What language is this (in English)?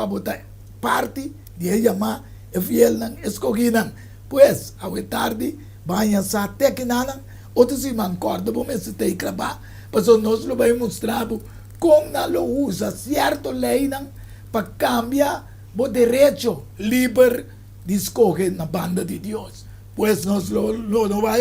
Papiamento